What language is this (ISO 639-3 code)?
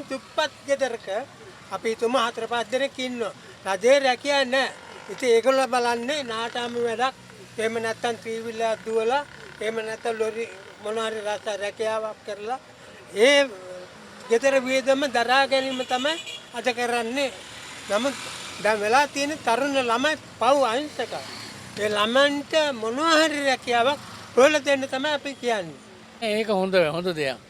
sin